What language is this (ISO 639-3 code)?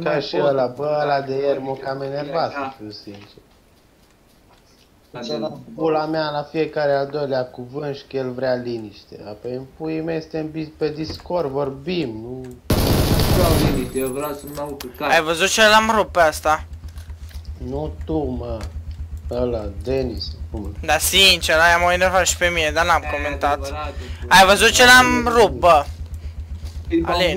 ron